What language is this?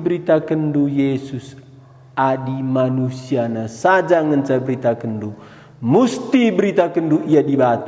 Batak Karo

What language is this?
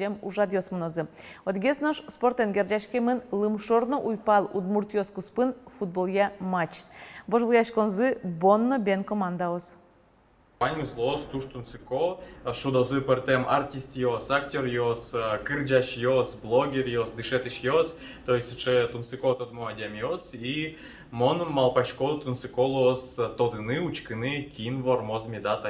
Udmurt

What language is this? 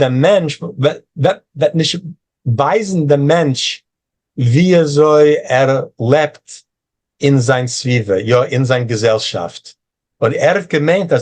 Yiddish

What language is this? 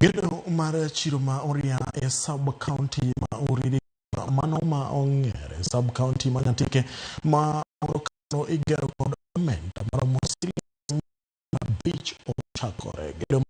Luo (Kenya and Tanzania)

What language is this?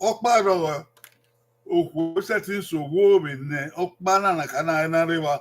Bini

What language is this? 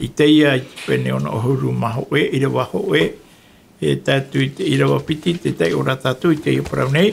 Tahitian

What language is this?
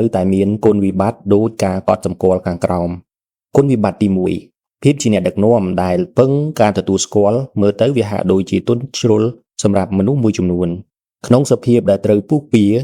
Khmer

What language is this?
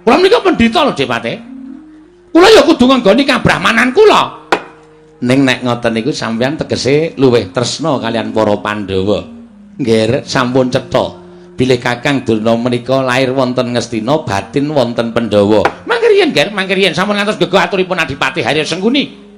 Javanese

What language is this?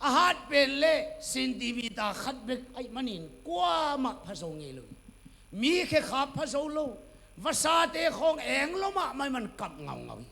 Tedim Chin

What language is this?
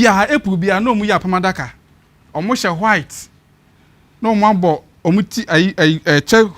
Akan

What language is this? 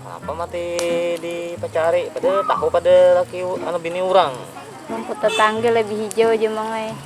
Banjar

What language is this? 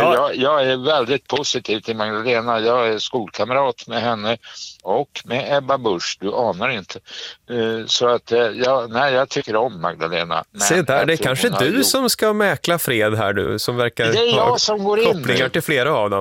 Swedish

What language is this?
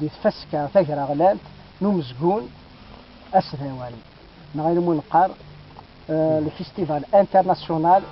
Kabyle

